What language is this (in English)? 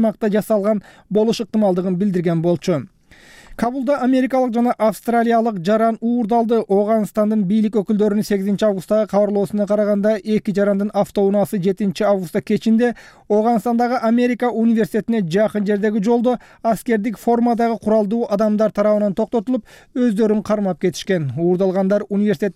Kyrgyz